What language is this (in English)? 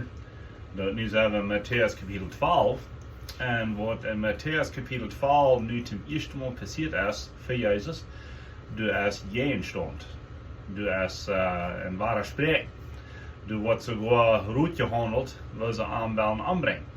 Plautdietsch